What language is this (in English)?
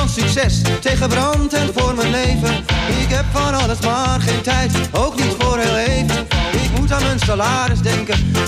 Dutch